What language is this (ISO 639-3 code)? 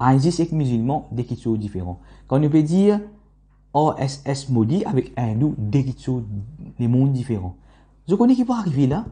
mfe